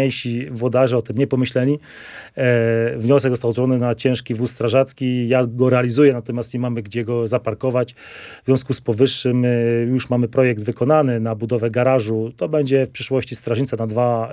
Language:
Polish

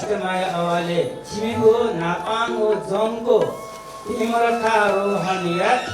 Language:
Newari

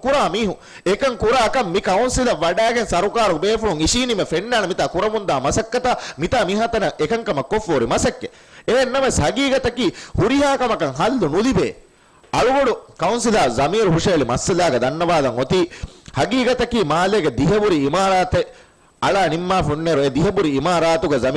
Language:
Divehi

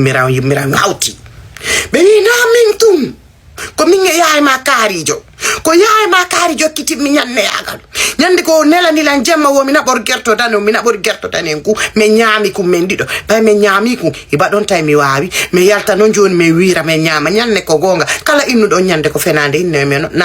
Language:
Fula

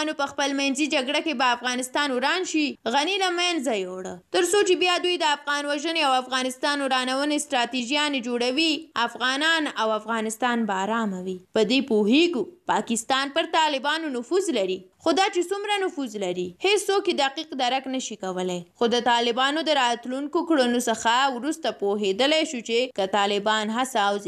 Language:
Pashto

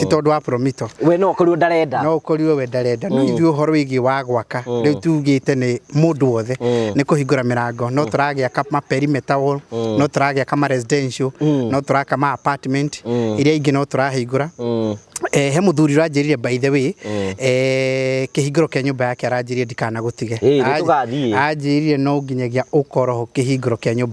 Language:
Kikuyu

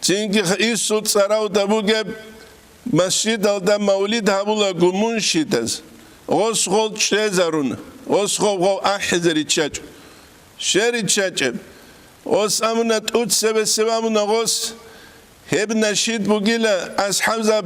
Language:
Avaric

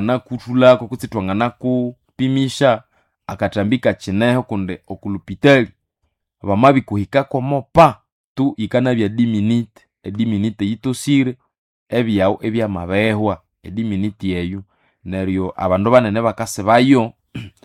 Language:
Nande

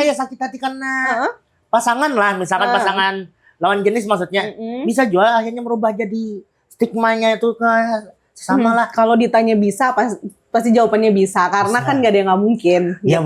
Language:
Banjar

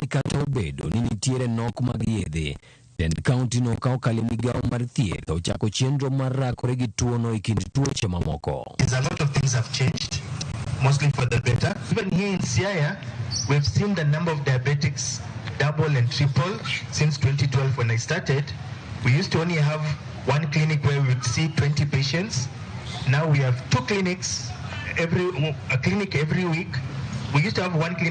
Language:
Luo (Kenya and Tanzania)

